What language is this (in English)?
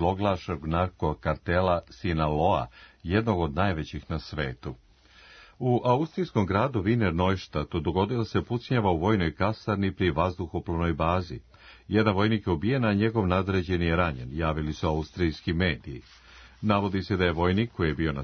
Serbian